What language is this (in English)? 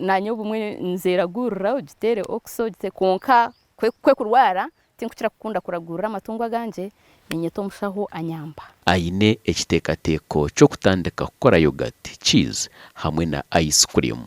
Nyankole